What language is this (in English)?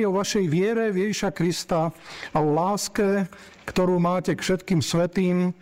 Slovak